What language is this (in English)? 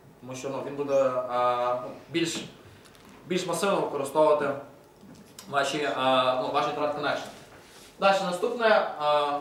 Ukrainian